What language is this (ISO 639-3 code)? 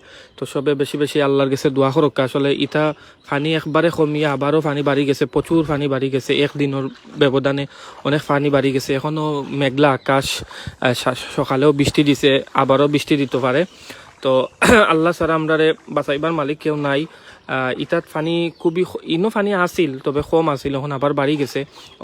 syl